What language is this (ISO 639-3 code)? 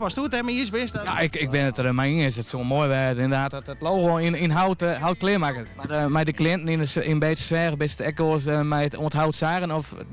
fry